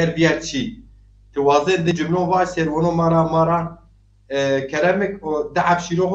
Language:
Zaza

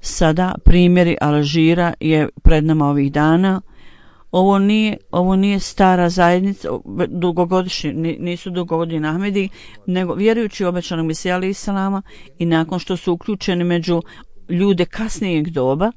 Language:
Bosnian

